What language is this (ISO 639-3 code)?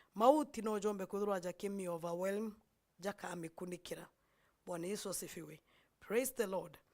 mer